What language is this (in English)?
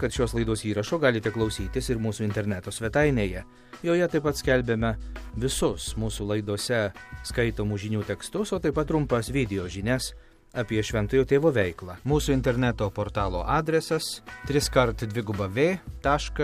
Lithuanian